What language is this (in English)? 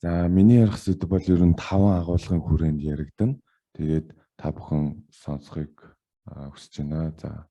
Mongolian